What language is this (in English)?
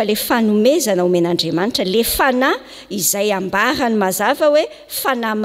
Malagasy